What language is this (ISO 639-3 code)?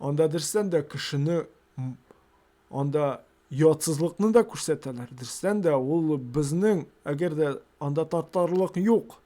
tat